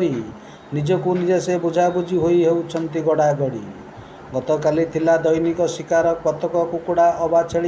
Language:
Odia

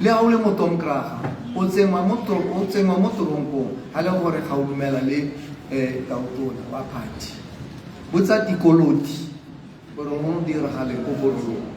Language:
Tswana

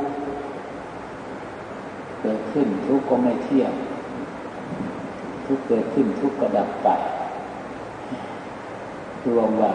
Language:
Thai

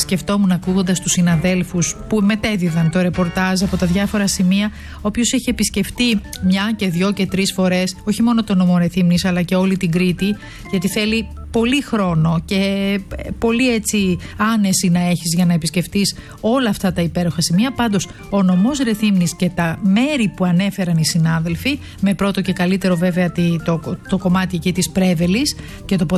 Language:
Greek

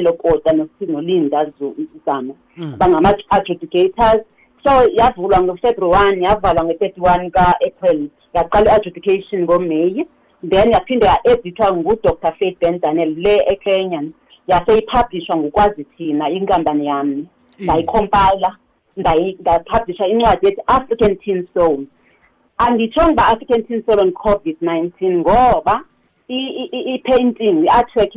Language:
South Ndebele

